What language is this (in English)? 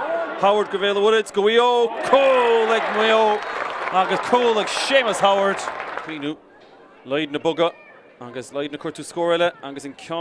Irish